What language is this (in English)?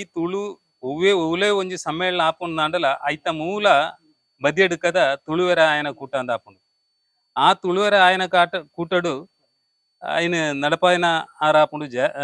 Tulu